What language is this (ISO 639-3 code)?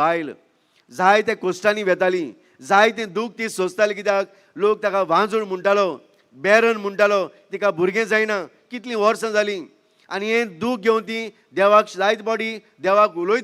kok